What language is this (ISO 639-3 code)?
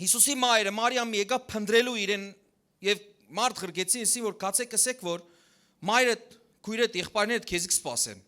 hyw